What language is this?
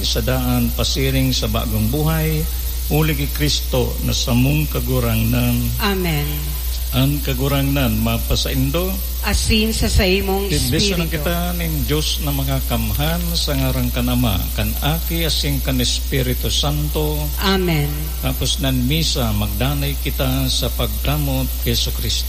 Bikol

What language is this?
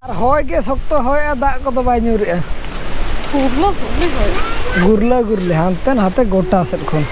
Santali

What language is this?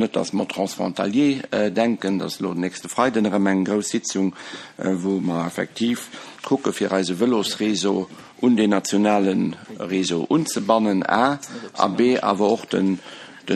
Luxembourgish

